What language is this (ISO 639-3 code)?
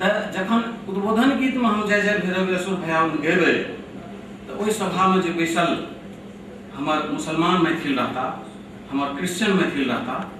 mai